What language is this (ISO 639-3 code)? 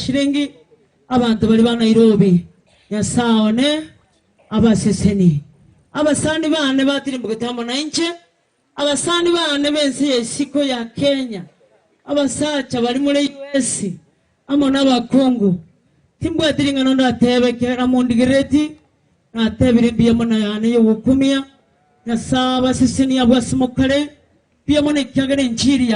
guz